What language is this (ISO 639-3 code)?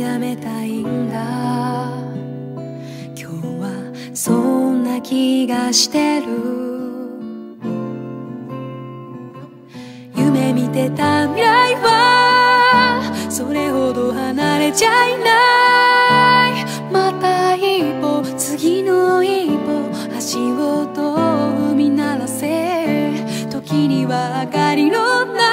jpn